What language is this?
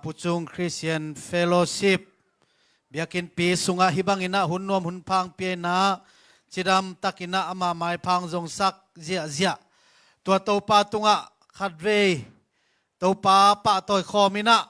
Tedim Chin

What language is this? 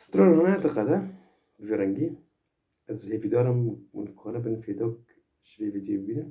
Kurdish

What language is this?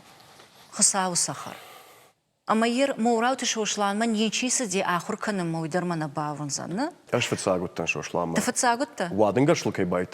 Ossetic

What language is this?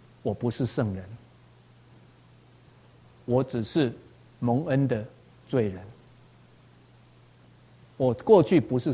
Chinese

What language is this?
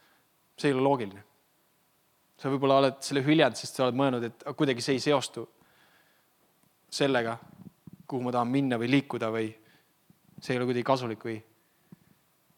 Estonian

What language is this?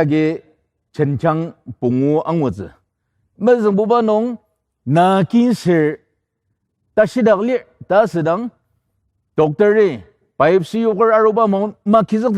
Ao Naga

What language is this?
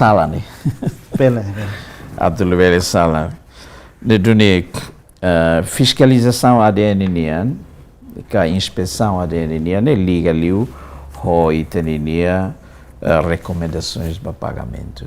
Tetum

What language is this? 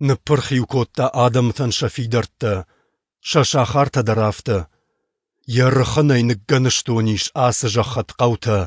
Ossetic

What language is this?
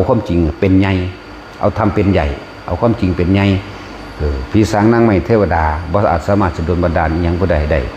Northeastern Thai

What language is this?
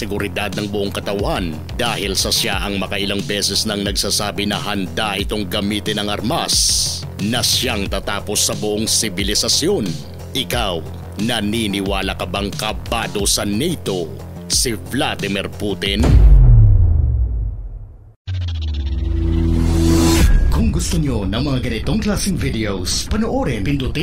Filipino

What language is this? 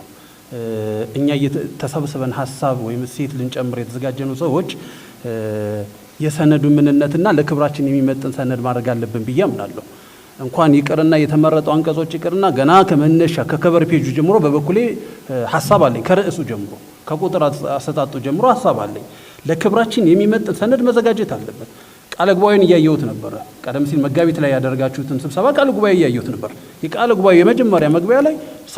Amharic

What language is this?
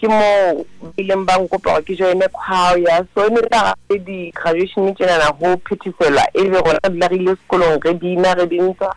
Southern Sotho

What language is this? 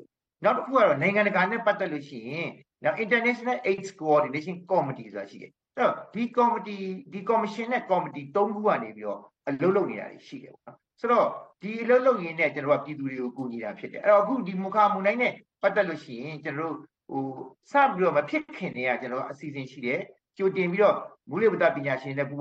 Burmese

